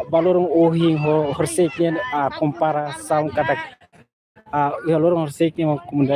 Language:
Tetum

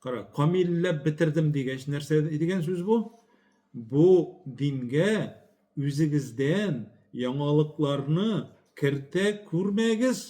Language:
Tatar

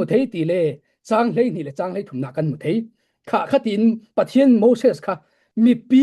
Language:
Falam Chin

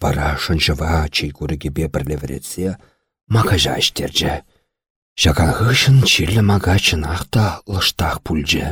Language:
Chuvash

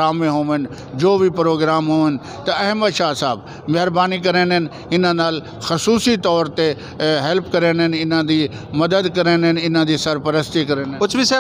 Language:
Western Panjabi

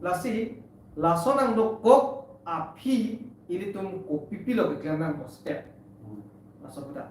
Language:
Karbi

